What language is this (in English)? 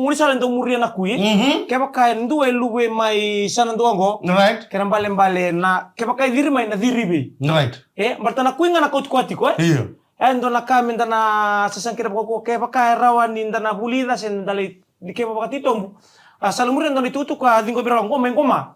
Fijian